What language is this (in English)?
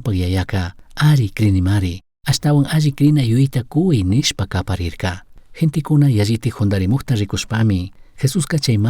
Chimborazo Highland Quichua